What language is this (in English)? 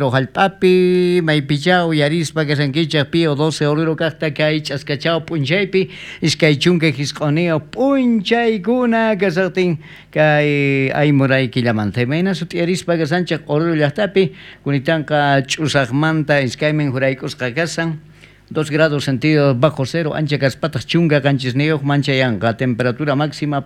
South Bolivian Quechua